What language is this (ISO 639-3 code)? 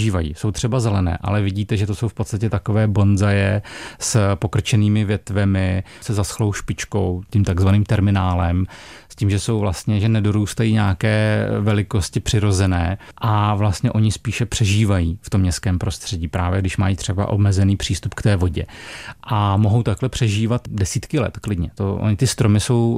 ces